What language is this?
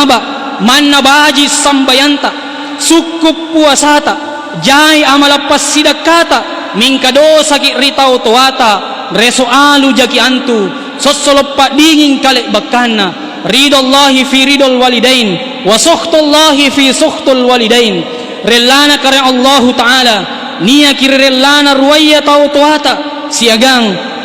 Makasar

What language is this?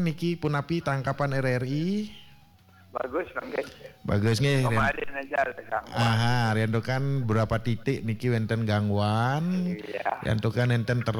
Balinese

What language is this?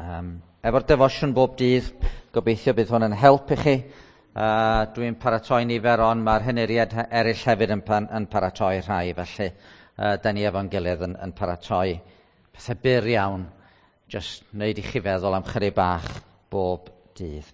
Welsh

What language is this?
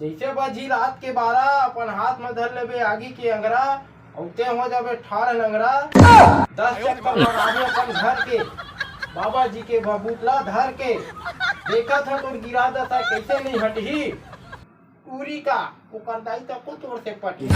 Chhattisgarhi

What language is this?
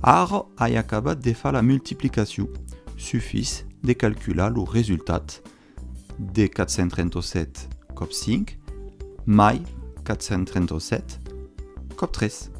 Occitan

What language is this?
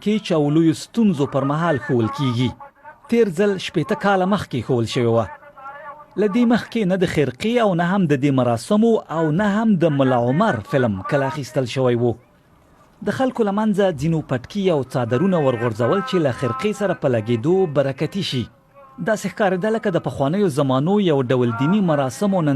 Pashto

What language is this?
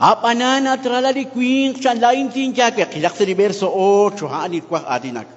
Kekchí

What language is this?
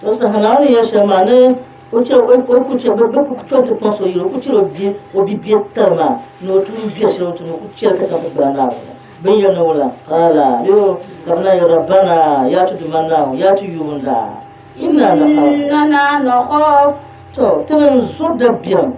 Dagbani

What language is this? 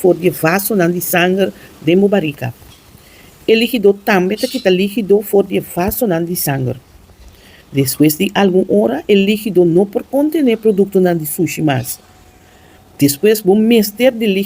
Papiamento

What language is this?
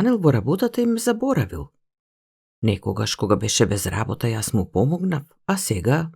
Macedonian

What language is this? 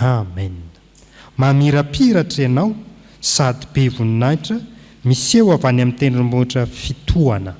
Malagasy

